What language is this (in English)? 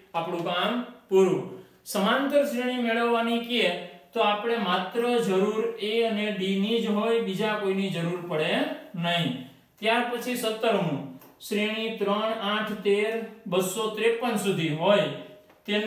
Gujarati